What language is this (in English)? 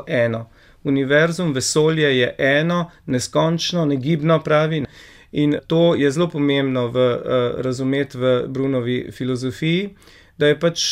Slovenian